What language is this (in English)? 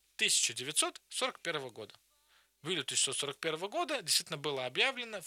Russian